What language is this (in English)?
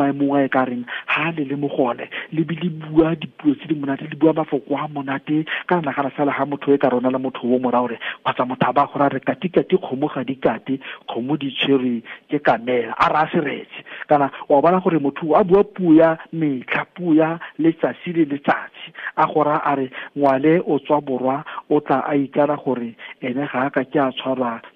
Tswana